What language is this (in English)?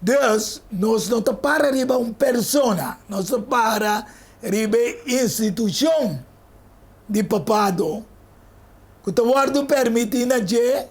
Papiamento